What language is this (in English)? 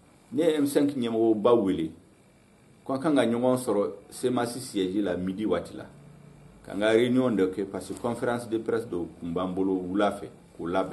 Bambara